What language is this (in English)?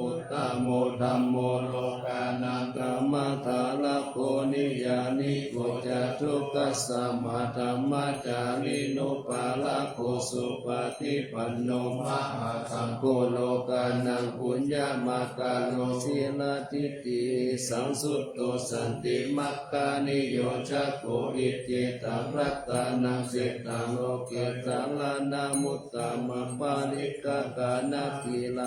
Pali